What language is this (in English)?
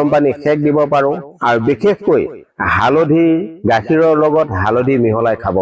Assamese